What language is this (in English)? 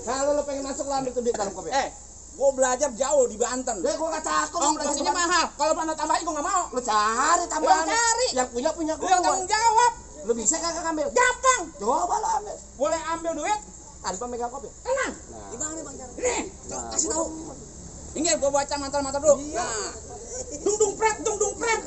Betawi